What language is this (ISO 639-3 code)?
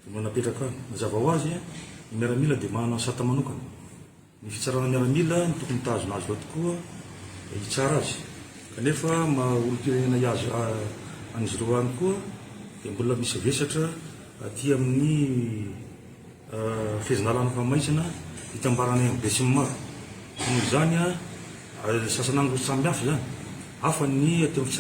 mlg